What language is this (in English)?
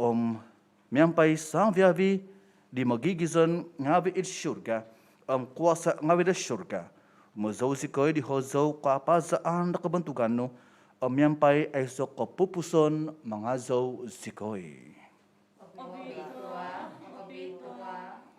Central Dusun